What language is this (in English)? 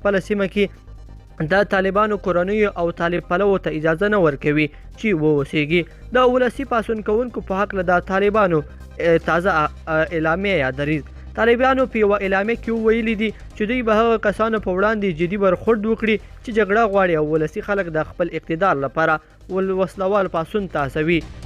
Pashto